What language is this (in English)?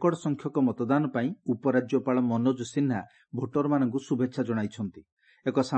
Odia